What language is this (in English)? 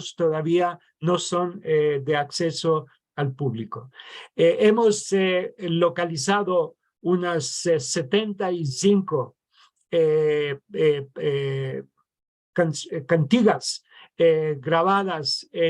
Ladino